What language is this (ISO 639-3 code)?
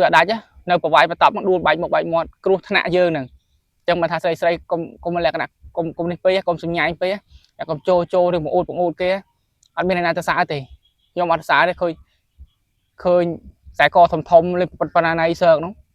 khm